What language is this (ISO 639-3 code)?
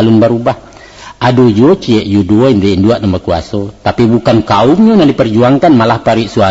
min